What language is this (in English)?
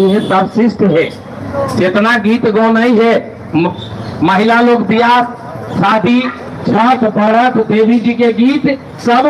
Magahi